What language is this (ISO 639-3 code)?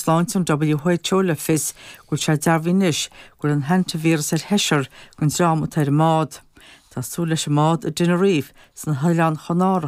gle